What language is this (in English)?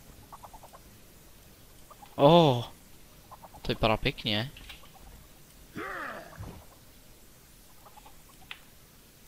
Czech